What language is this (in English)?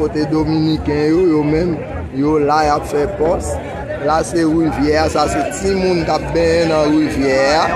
Haitian Creole